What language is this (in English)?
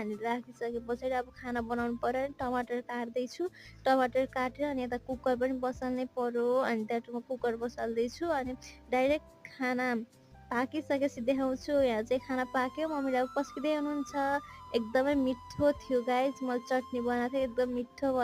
Nepali